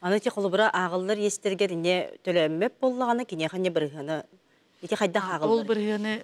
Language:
Yakut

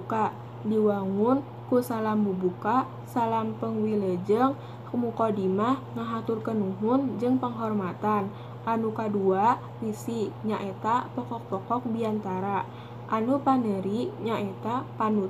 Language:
Sundanese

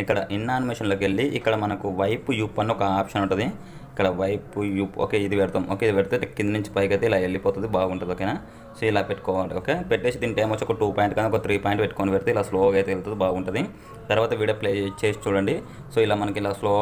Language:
Telugu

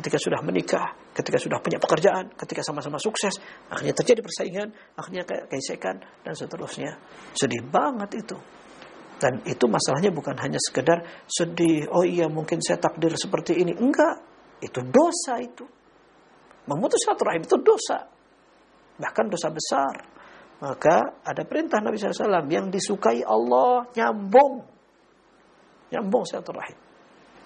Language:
Indonesian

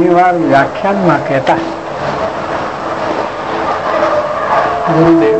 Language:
Gujarati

